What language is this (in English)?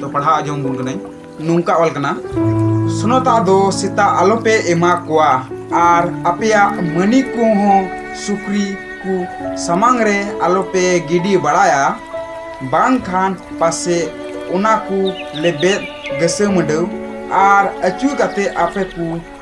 Santali